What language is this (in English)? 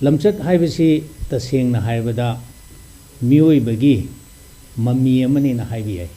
Manipuri